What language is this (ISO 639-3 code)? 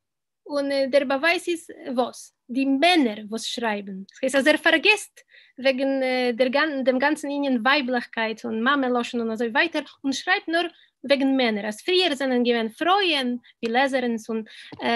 yid